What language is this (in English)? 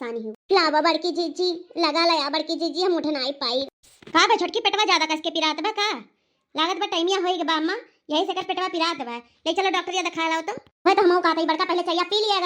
Awadhi